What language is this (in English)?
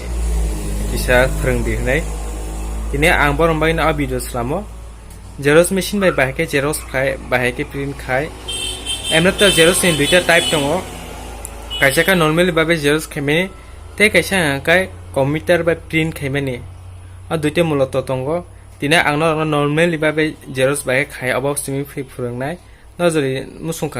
Kok Borok